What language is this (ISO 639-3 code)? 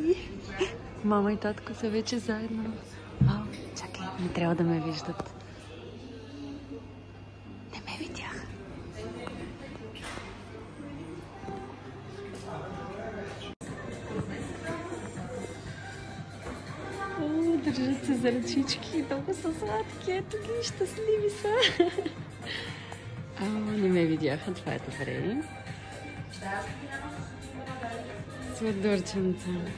bul